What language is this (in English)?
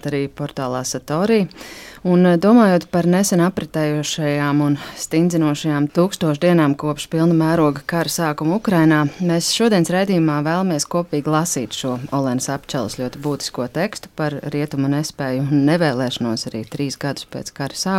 Latvian